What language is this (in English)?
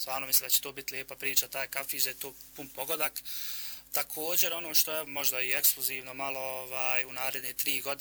Bosnian